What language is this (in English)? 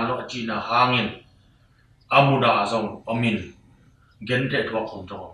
Tedim Chin